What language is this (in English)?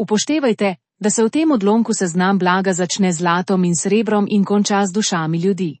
Slovenian